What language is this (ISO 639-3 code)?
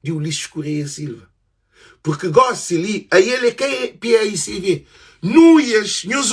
kea